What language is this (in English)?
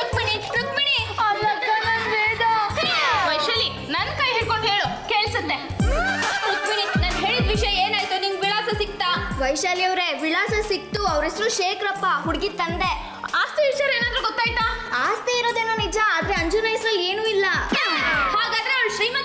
Kannada